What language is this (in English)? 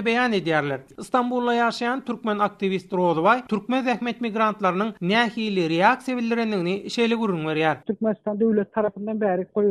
Turkmen